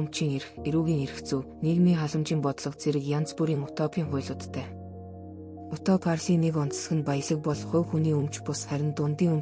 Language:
Mongolian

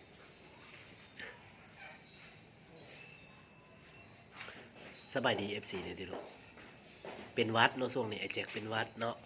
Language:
Lao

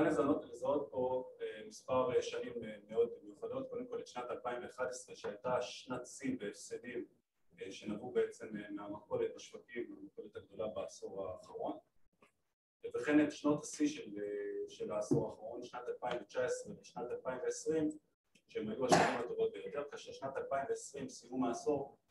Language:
Hebrew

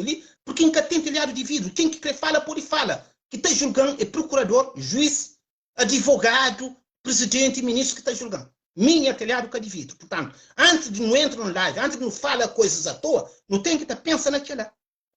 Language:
Kabuverdianu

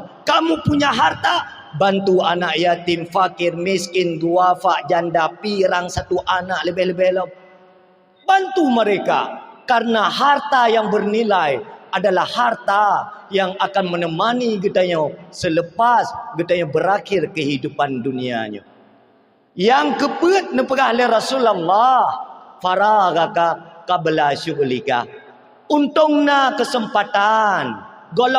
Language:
Achinese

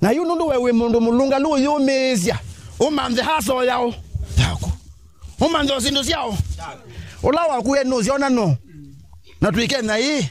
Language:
Kamba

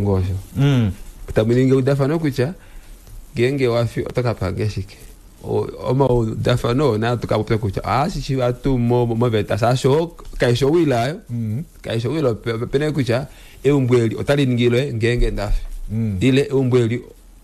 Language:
Kuanyama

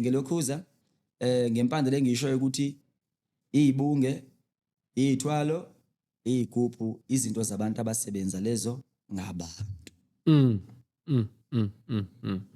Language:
Zulu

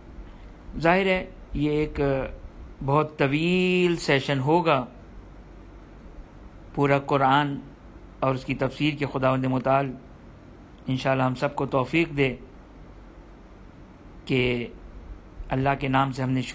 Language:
Urdu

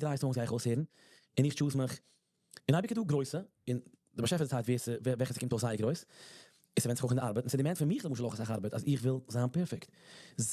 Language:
Yiddish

